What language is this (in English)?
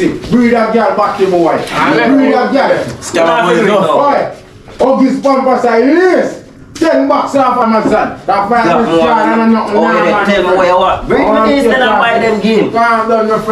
Jamaican Creole English